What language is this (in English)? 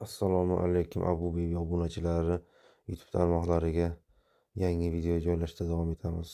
Uzbek